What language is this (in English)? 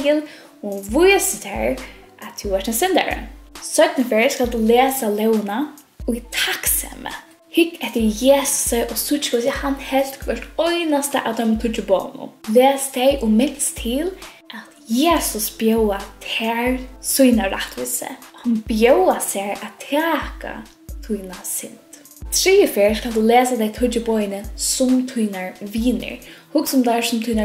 Faroese